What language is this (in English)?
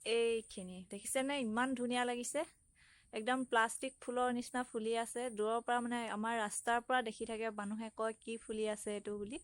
Assamese